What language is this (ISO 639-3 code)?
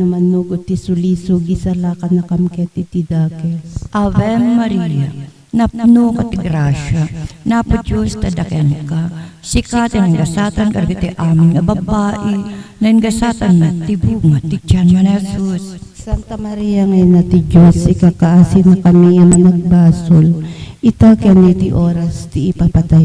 ilo